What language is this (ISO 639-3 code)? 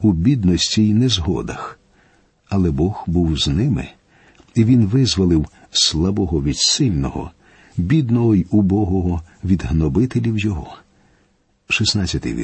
ukr